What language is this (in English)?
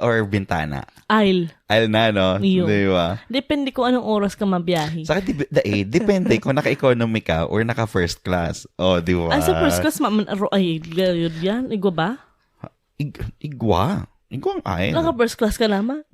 Bikol